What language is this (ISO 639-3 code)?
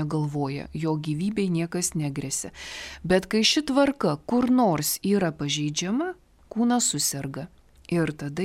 lit